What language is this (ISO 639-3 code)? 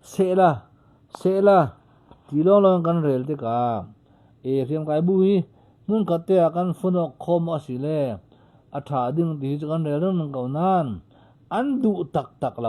cfm